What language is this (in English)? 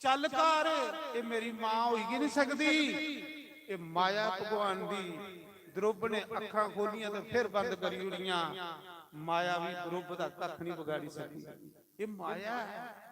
Dogri